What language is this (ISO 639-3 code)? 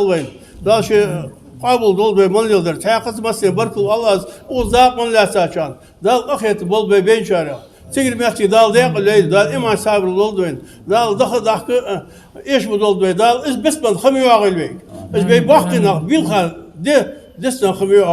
inh